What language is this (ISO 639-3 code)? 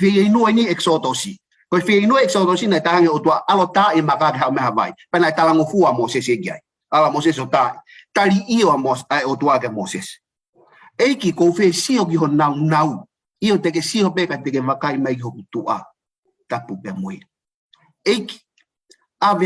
ton